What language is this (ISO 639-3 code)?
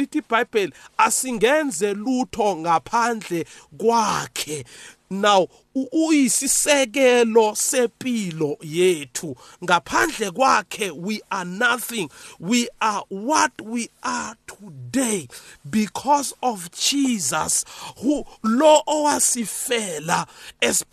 nbl